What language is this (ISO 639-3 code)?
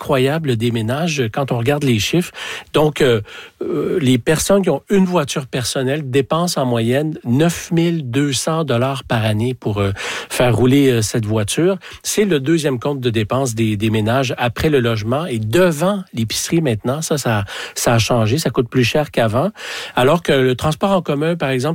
fra